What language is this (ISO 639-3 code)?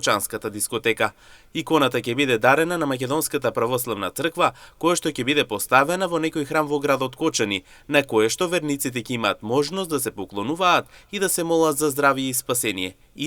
mkd